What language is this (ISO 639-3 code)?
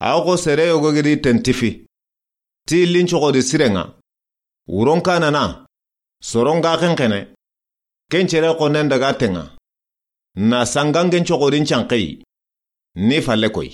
snk